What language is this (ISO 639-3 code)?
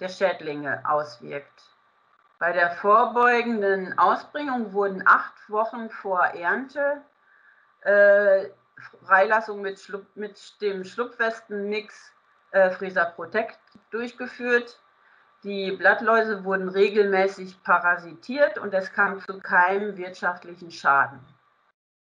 deu